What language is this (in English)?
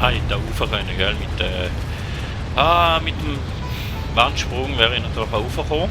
Swiss German